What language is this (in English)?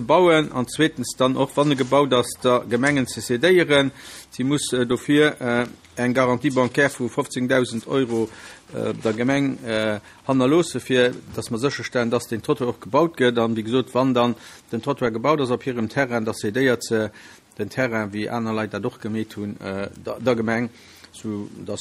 Luxembourgish